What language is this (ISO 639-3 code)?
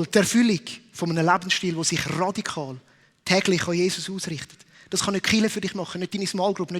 gsw